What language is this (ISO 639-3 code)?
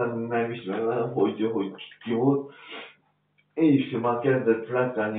hun